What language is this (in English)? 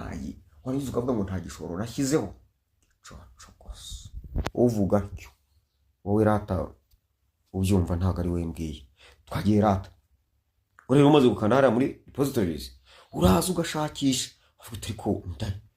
Kinyarwanda